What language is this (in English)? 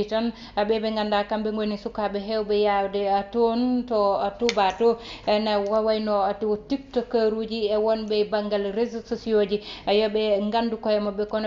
Fula